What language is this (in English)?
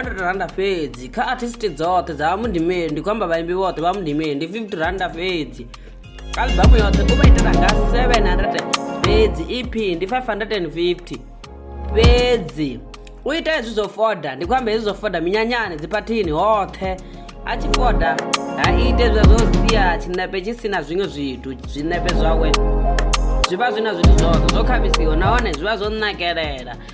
Venda